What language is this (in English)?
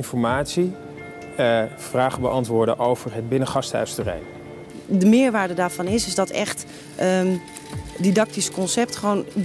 Dutch